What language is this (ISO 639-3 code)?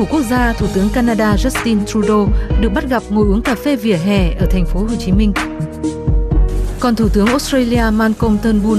vie